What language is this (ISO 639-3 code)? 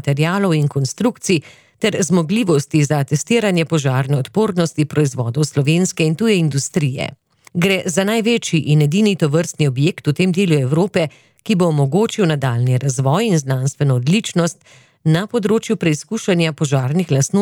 slv